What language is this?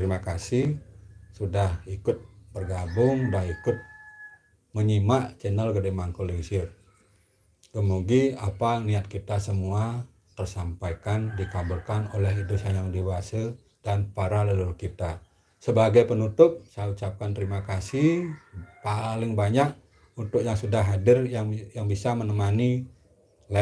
Indonesian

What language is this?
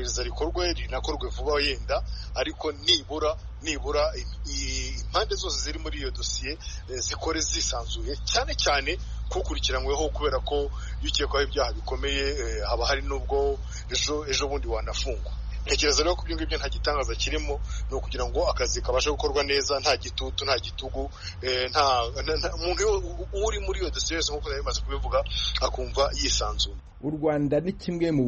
Kinyarwanda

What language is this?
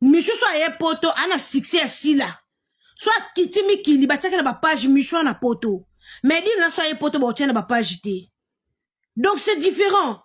Lingala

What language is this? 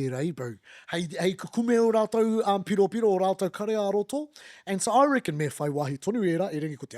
Māori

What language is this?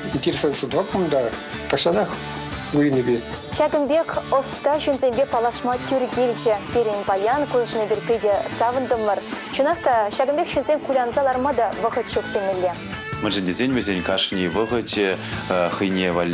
Chuvash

